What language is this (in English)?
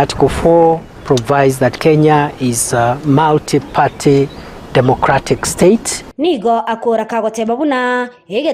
Gusii